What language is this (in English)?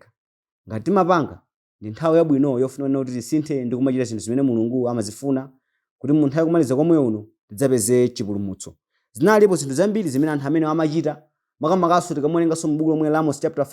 Nyanja